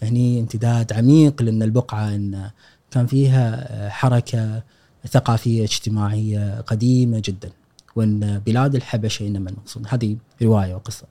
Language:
Gulf Arabic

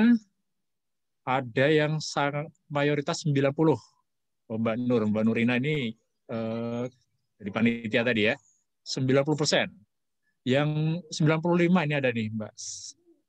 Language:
Indonesian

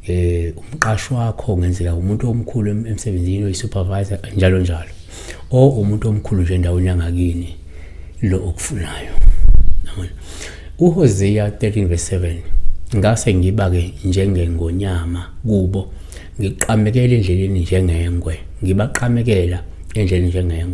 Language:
Zulu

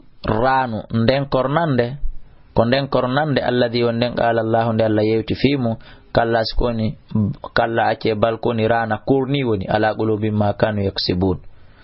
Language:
Fula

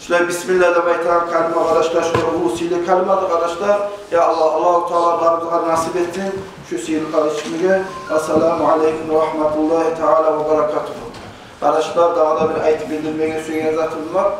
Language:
Kumyk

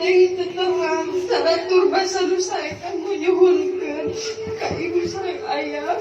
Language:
Sundanese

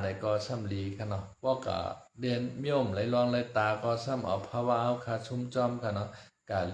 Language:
Shan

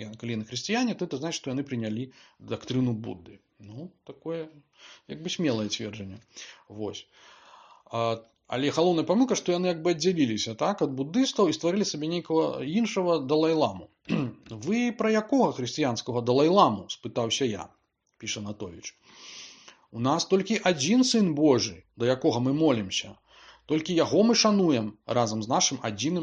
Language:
Belarusian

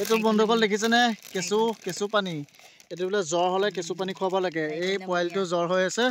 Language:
Assamese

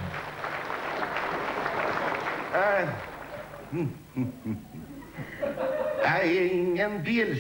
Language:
Swedish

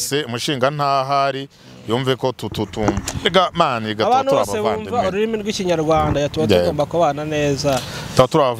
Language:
Kinyarwanda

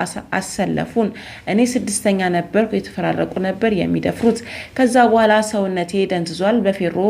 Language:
Amharic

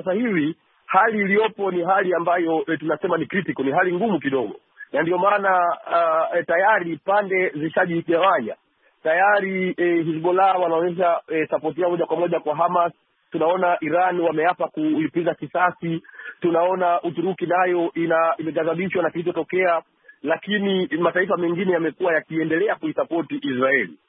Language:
Swahili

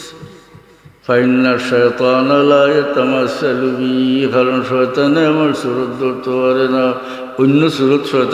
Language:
Sylheti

